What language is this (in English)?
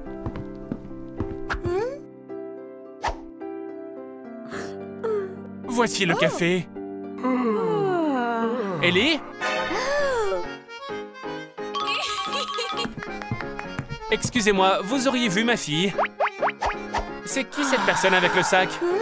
French